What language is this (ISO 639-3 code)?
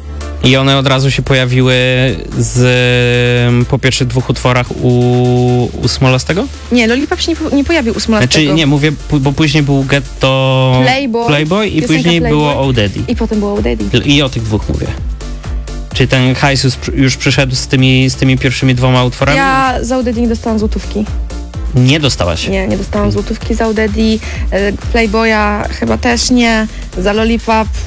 pol